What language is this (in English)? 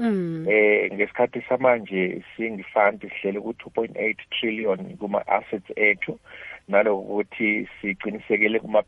South Ndebele